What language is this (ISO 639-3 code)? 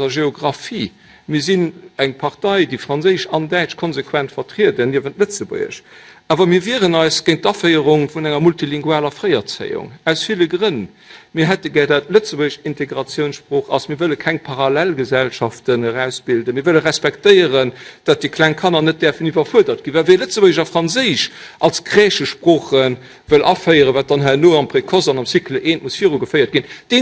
ltz